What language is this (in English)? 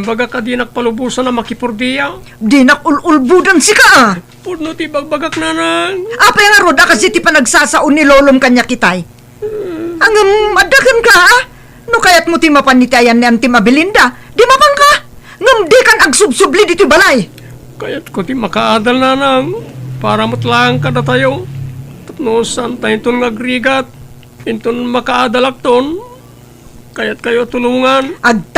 Iloko